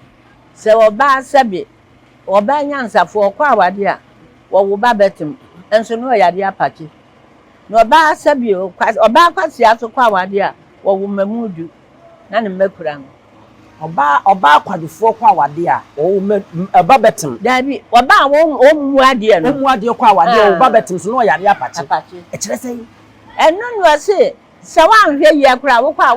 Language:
Akan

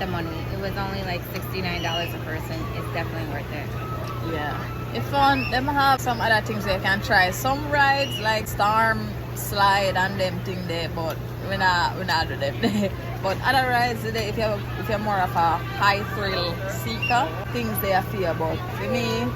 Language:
Jamaican Creole English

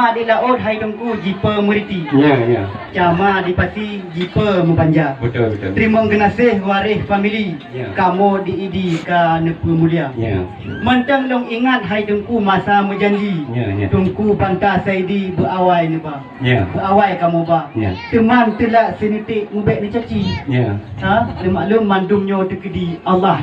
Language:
Achinese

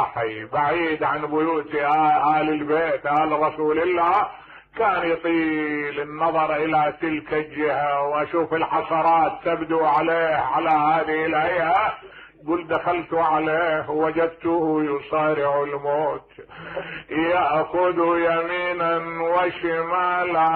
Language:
Mesopotamian Arabic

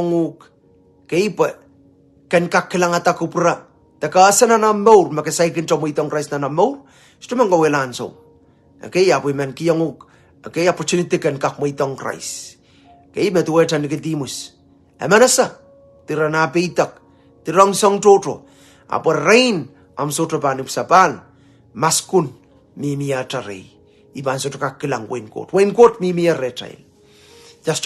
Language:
Pohnpeian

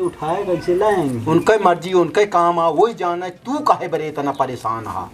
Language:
Awadhi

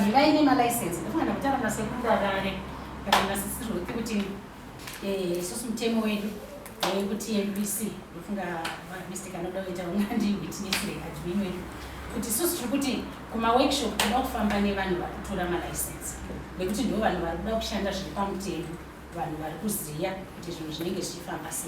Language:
Shona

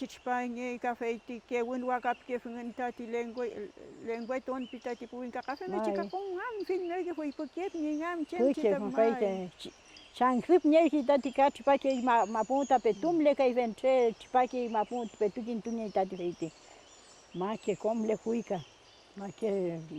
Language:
Mapuche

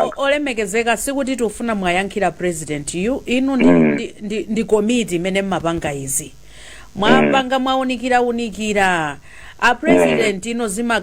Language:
Nyanja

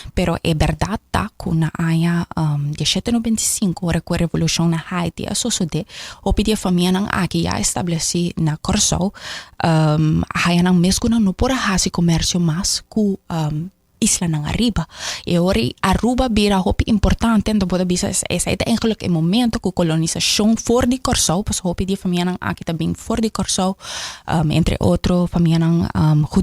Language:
Papiamento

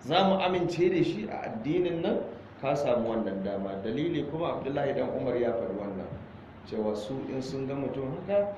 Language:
Hausa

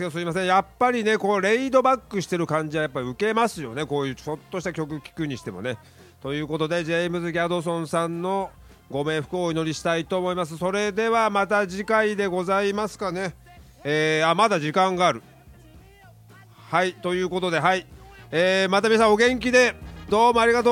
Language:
Japanese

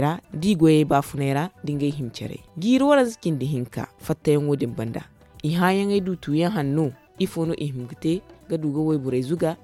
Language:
Zarma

